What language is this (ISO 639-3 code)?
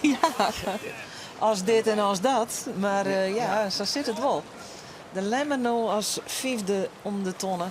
fry